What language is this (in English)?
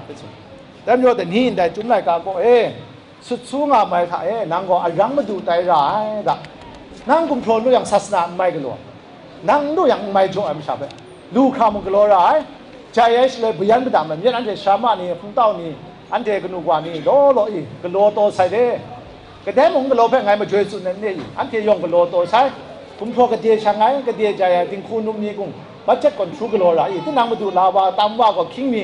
Kachin